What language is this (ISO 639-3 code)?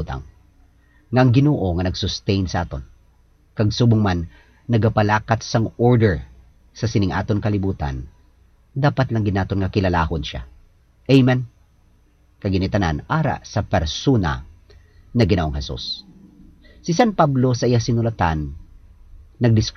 hil